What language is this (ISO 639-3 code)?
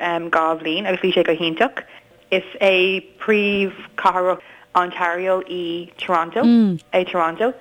gle